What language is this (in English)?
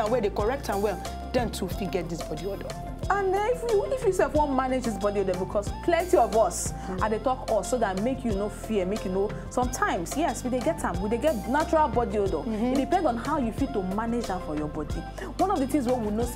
Nigerian Pidgin